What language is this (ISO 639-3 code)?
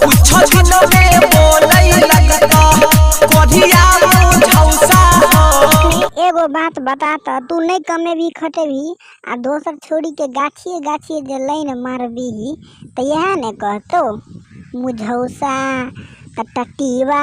mai